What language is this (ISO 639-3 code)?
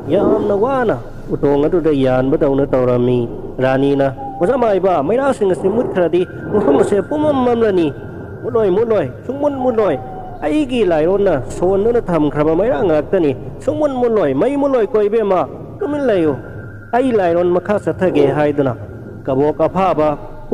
mni